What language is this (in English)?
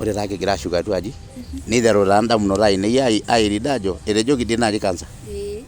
Masai